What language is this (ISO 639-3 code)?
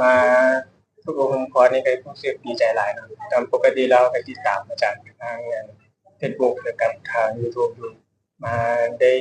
lao